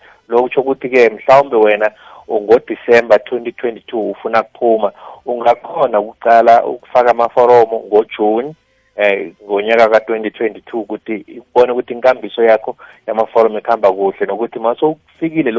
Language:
South Ndebele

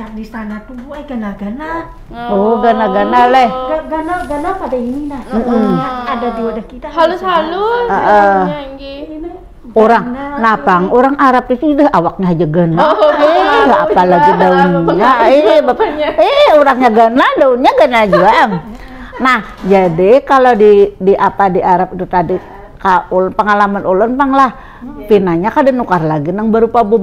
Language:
Banjar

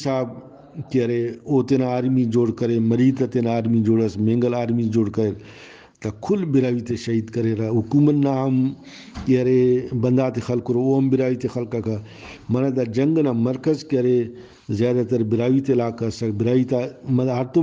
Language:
Brahui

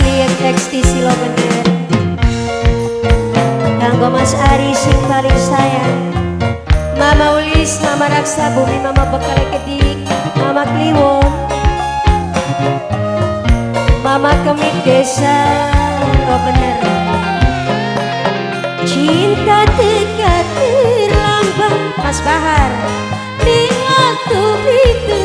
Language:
Javanese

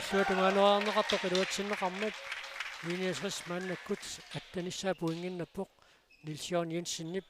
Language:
Kalaallisut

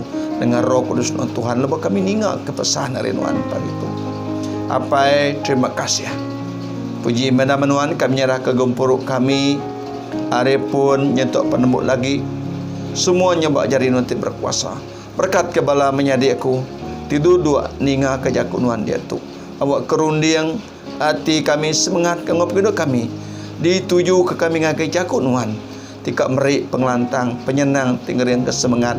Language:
Iban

